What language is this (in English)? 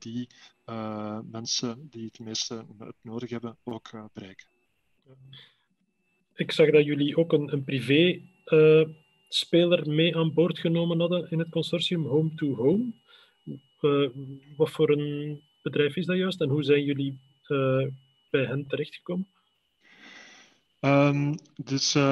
Dutch